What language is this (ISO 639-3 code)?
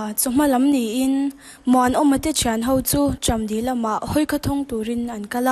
lus